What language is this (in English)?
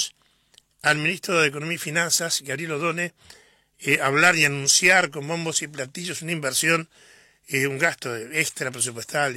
Spanish